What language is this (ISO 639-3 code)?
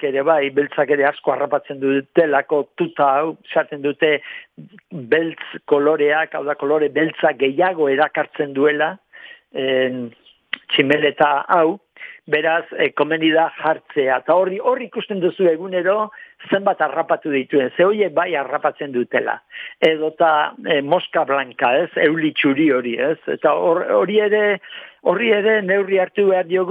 eus